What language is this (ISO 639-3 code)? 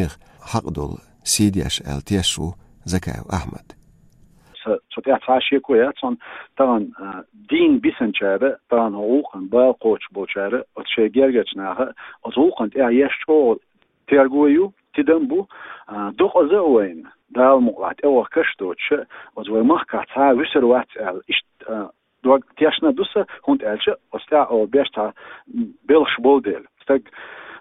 che